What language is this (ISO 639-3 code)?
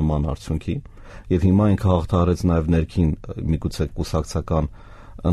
hye